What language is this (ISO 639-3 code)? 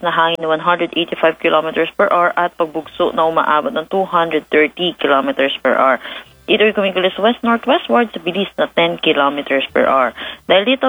fil